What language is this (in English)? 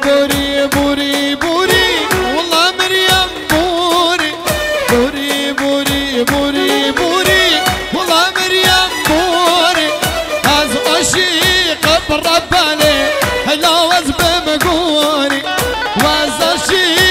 Kurdish